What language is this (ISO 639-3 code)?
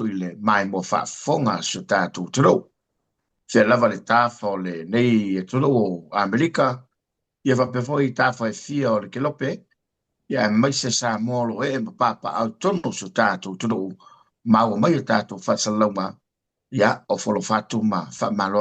smo